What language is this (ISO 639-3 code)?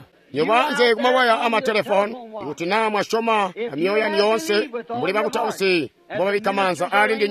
toi